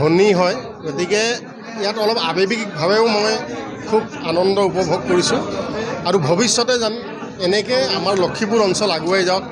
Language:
Assamese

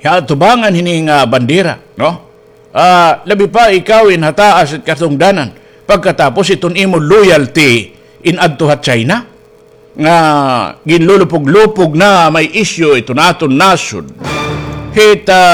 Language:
Waray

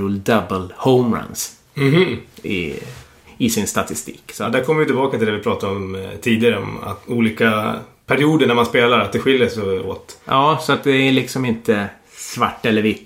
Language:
Swedish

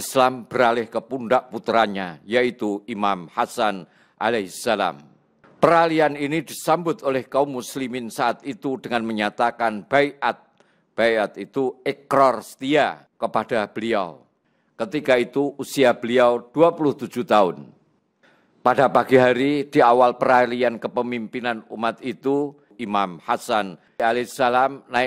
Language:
Indonesian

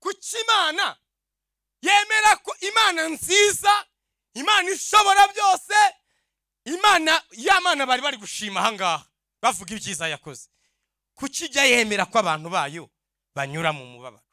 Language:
Rundi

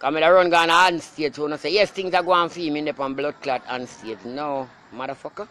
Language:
Jamaican Creole English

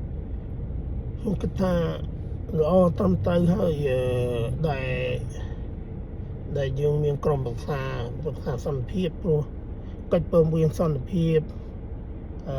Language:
Khmer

